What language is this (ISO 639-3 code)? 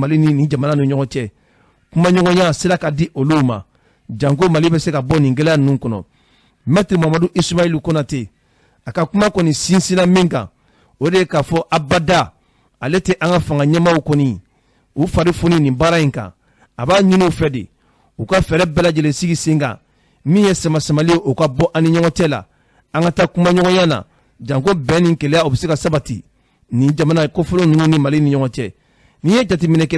bam